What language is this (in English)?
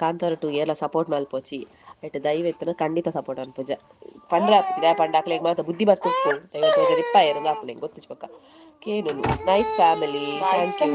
Tulu